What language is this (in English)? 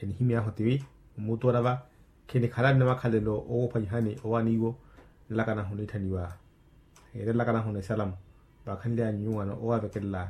Makhuwa